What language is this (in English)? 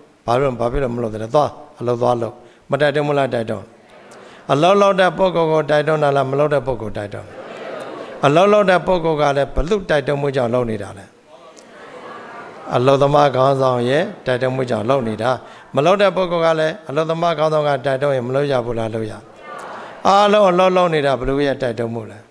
Burmese